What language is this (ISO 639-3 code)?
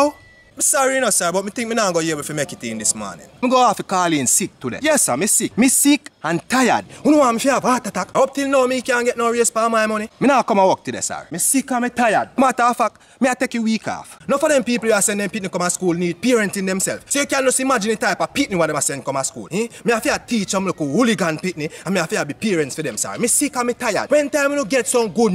jam